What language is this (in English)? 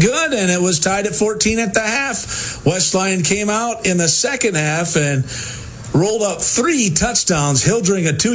English